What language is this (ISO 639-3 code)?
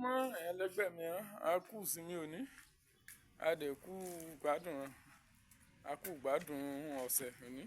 yor